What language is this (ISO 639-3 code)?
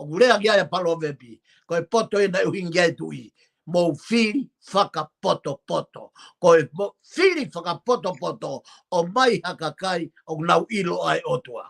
ton